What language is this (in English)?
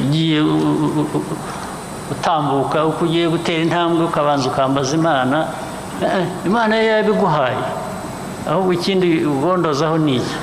Kinyarwanda